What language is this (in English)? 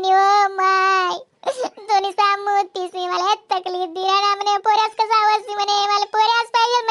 Khandesi